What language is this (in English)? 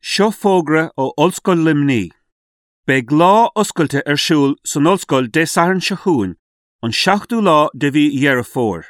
Irish